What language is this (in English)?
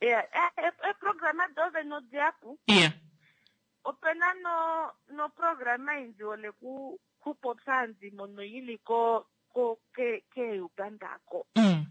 Kuanyama